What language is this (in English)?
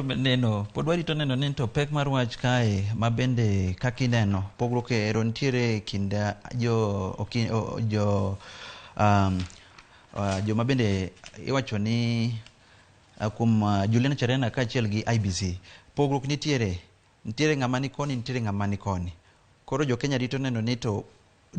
Luo (Kenya and Tanzania)